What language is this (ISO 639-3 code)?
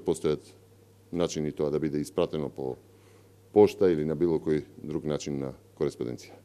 mkd